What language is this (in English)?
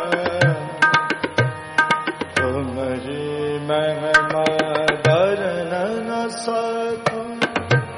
Hindi